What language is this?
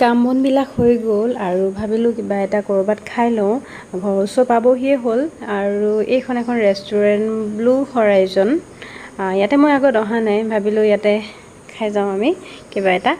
Assamese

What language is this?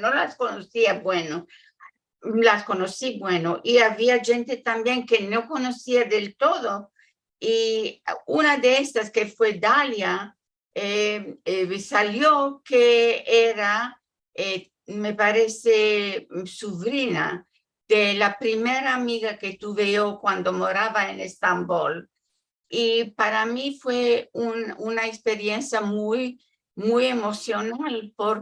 Ladino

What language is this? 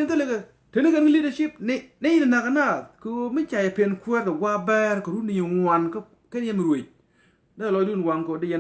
Nuer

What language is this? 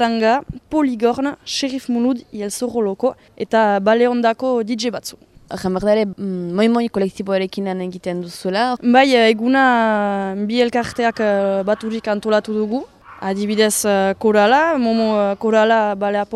Basque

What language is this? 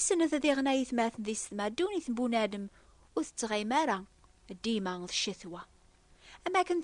Kabyle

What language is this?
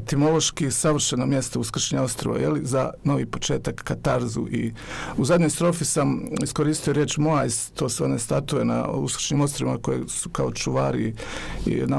Bosnian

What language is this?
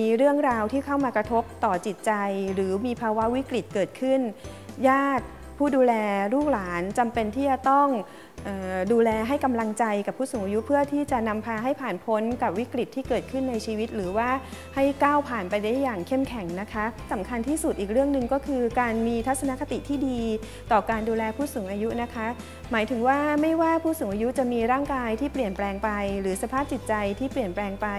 Thai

